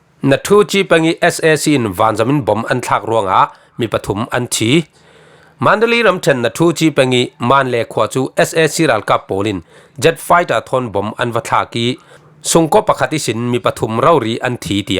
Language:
Falam Chin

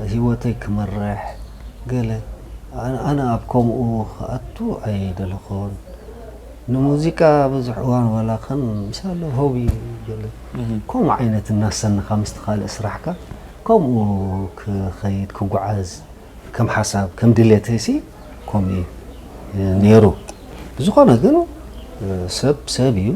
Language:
Tigrinya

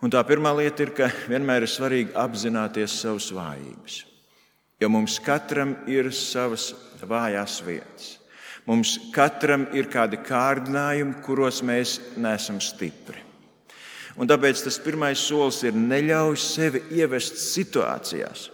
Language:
Latvian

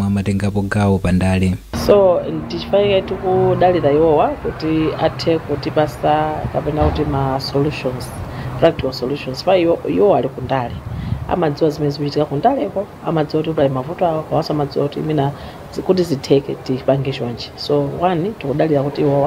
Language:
Nyanja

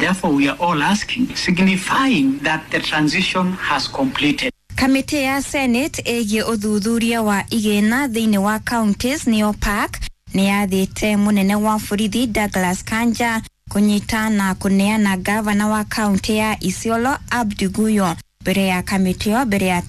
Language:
Kikuyu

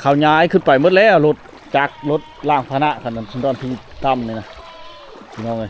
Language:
Lao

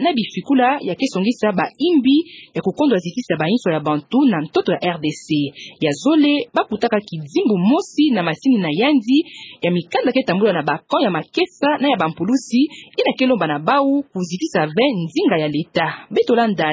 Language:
Kituba (Democratic Republic of Congo)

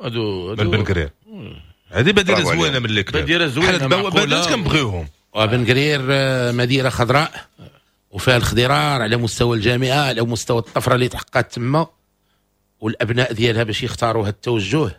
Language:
Moroccan Arabic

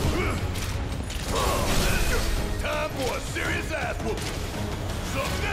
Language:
English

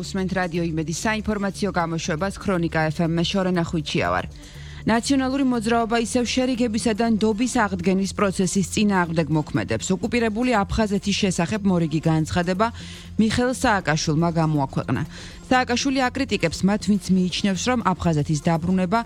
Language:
Georgian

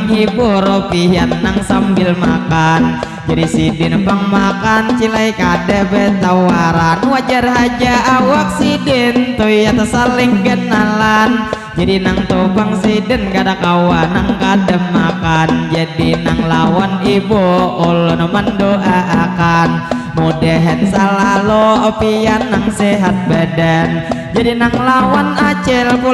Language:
Banjar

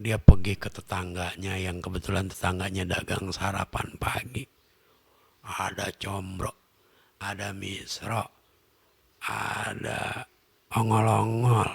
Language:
Betawi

